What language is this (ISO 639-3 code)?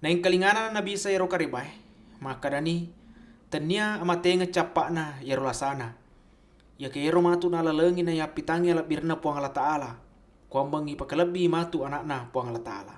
bug